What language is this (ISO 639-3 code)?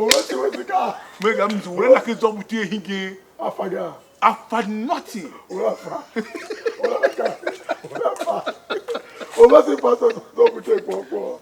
tiv